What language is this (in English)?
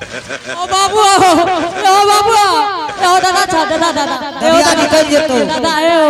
Angika